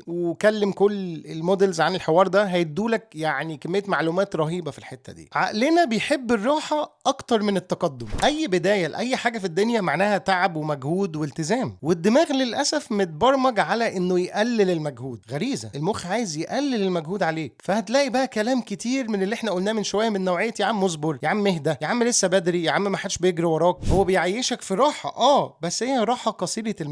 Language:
Egyptian Arabic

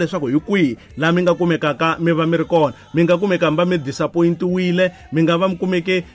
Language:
Tsonga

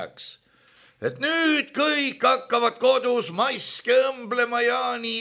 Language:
Estonian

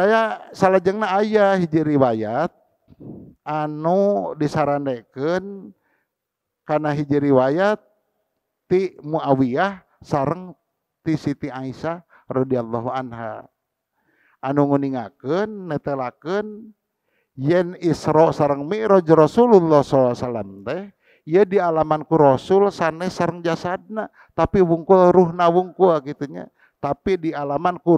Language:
Sundanese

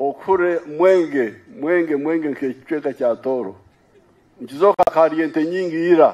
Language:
Nyankole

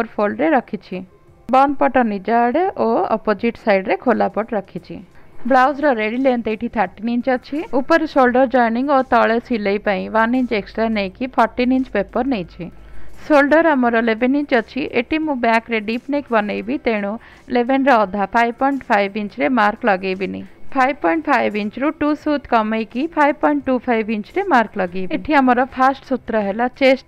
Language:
Odia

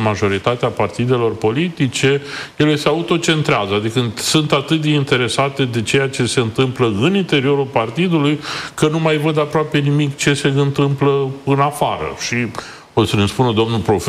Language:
Romanian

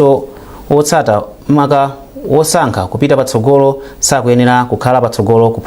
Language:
Nyanja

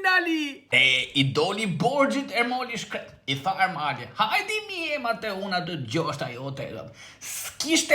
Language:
Albanian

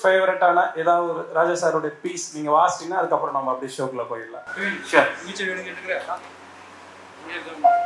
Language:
Tamil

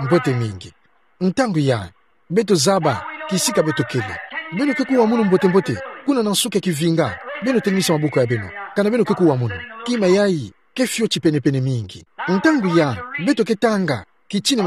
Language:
Kituba (Democratic Republic of Congo)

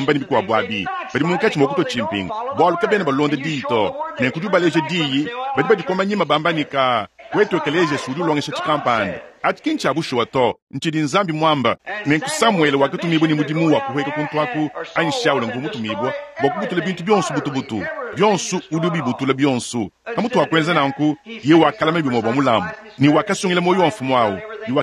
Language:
Luba-Lulua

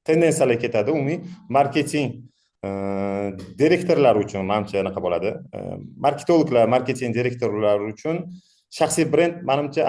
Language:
Uzbek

